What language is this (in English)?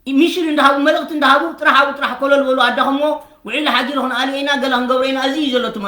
Tigrinya